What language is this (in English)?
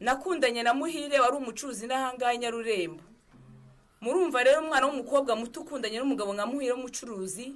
Kinyarwanda